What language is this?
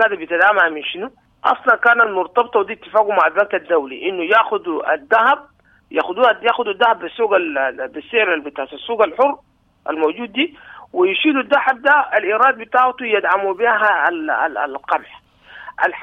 Sudanese Arabic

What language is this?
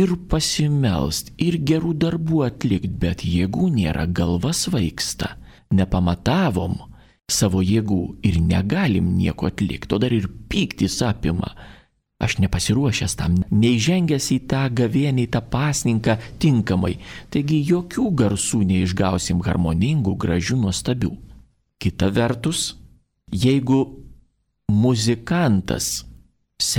Lithuanian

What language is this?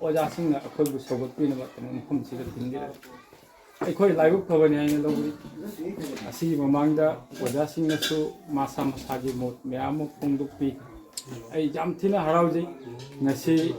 Manipuri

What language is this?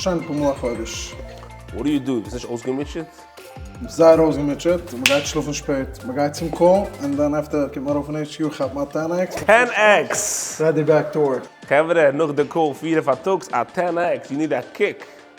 Yiddish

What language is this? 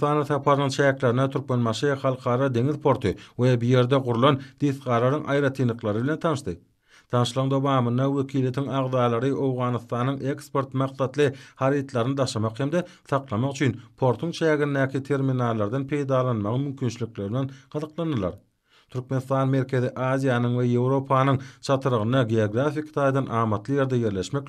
Turkmen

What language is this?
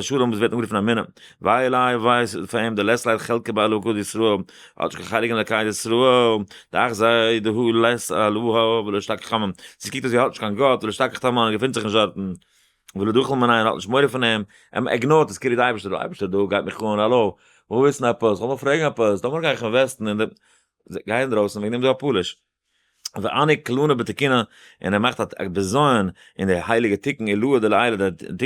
Yiddish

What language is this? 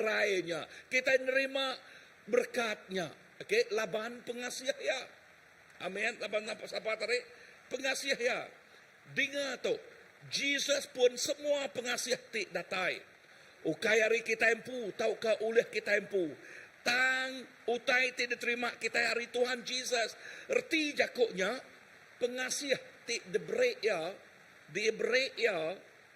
Iban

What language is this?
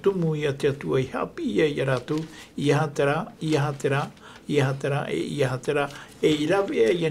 Tahitian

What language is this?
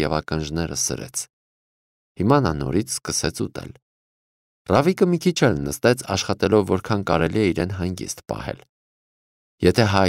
Armenian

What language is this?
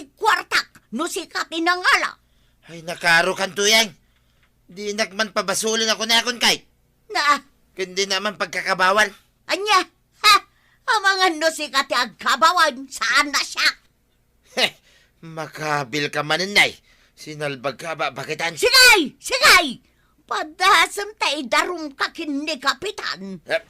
Iloko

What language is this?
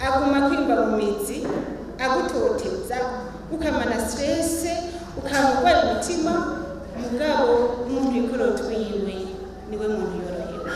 Rundi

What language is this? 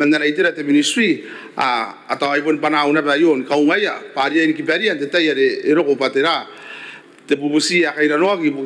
Gilbertese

